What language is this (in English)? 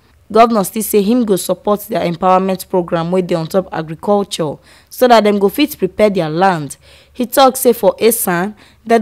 Nigerian Pidgin